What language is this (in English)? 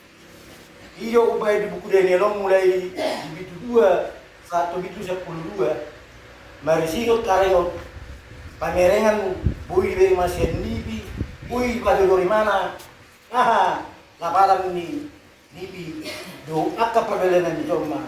Batak Toba